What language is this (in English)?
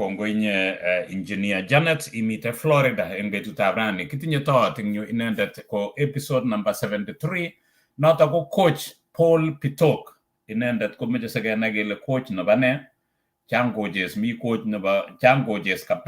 Kalenjin